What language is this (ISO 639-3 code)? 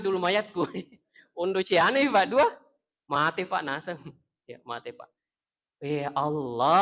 bug